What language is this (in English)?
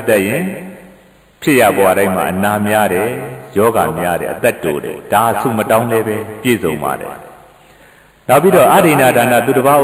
Burmese